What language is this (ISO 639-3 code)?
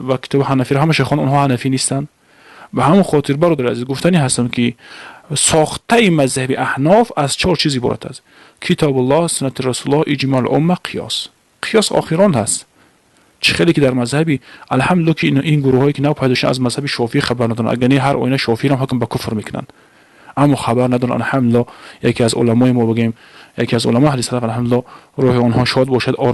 tgk